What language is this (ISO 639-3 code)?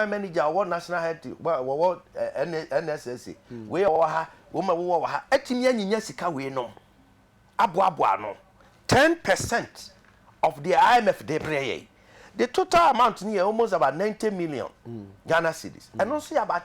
aka